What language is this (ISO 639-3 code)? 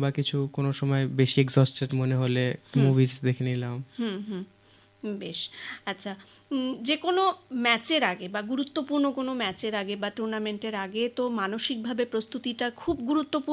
ben